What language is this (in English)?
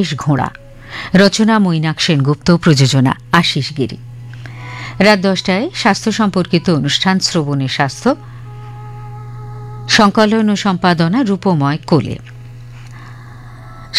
Bangla